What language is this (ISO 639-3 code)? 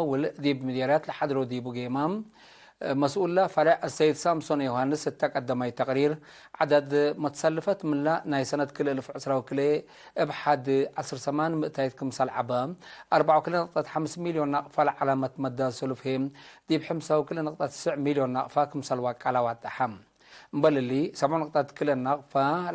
tig